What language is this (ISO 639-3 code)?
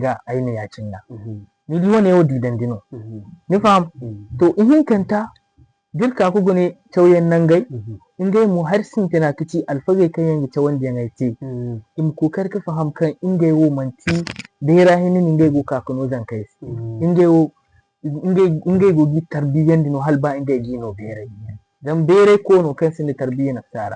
dje